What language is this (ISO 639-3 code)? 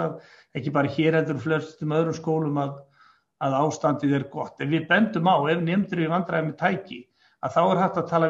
isl